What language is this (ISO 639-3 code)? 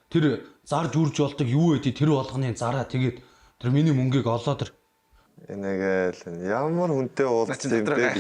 mon